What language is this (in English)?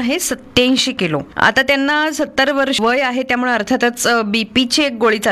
Marathi